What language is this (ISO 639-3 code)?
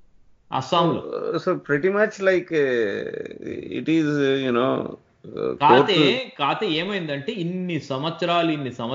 tel